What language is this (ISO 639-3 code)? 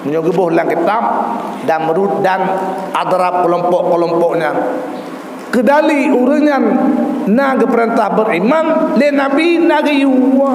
ace